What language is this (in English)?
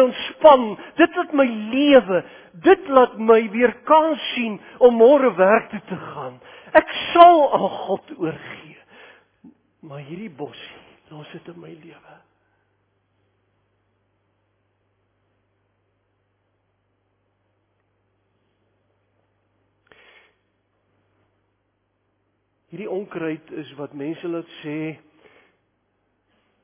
Afrikaans